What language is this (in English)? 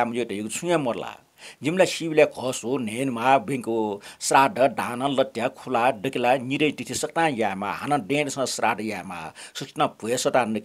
Newari